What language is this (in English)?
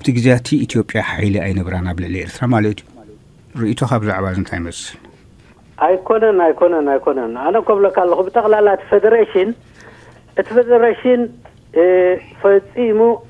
Tigrinya